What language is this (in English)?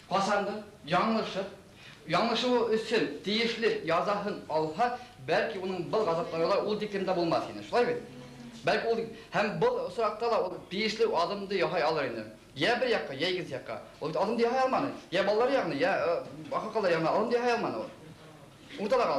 Bashkir